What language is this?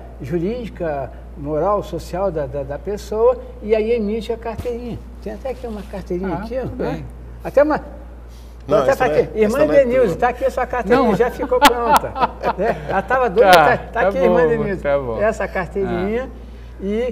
Portuguese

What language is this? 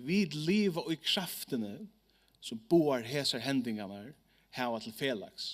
Faroese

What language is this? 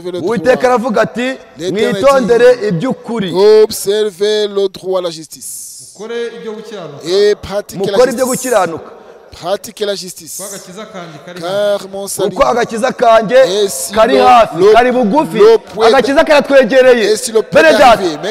Kinyarwanda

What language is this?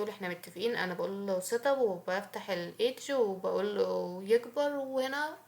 Egyptian Arabic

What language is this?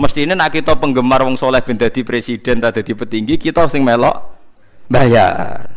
Javanese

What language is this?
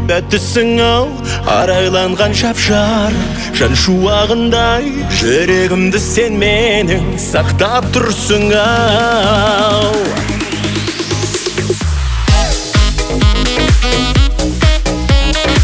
Kazakh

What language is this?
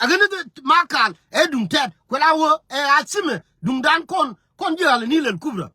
Nuer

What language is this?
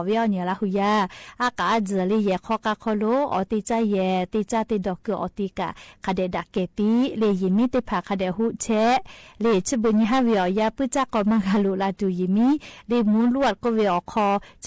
Lahu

